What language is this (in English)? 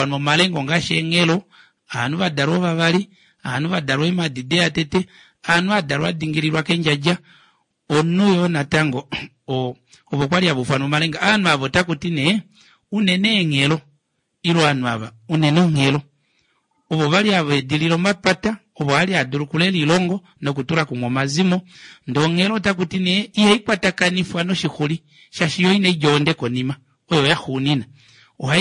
Kuanyama